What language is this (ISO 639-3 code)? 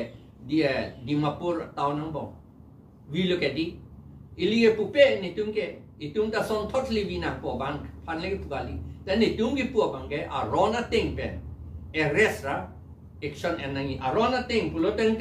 mjw